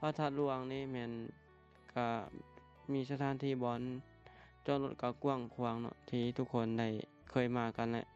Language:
Lao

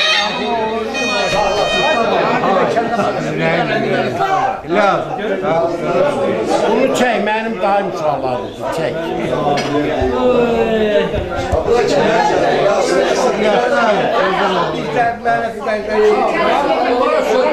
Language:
Azerbaijani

